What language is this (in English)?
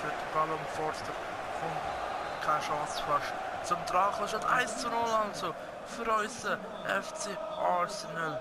Swiss German